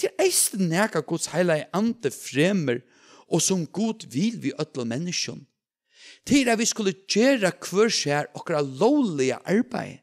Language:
Faroese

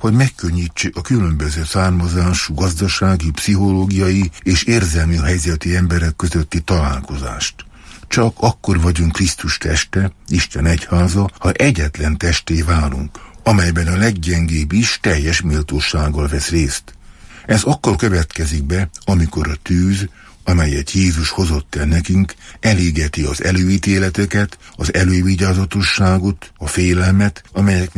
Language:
Hungarian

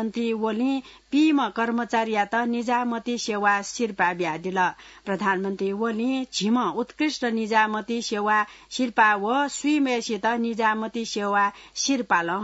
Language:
Newari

